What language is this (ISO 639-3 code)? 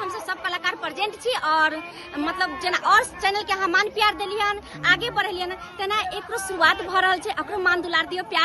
mai